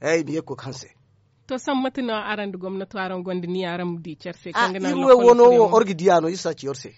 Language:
Zarma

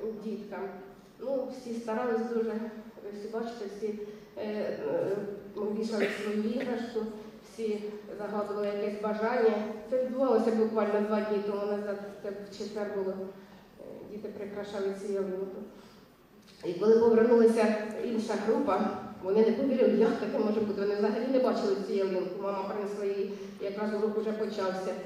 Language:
Ukrainian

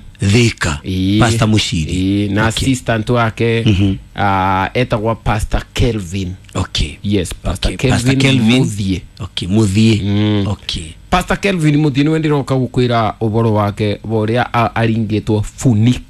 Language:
Kikuyu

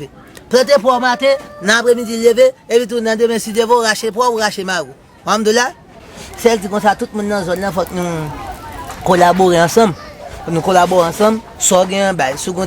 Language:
Haitian Creole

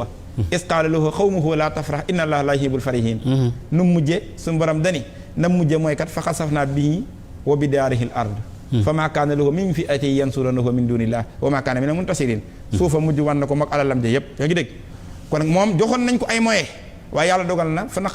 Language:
Wolof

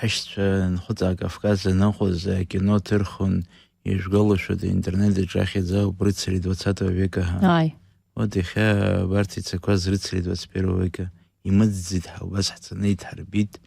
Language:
Abkhazian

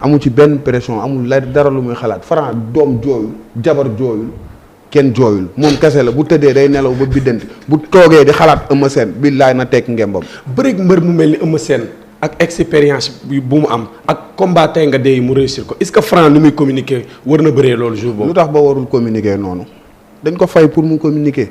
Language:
Wolof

